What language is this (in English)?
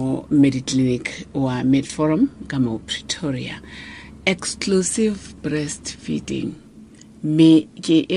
Tswana